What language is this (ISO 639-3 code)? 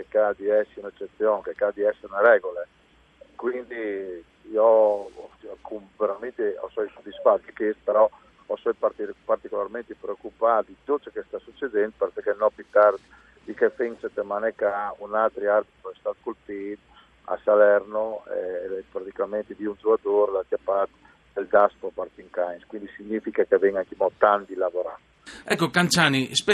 fur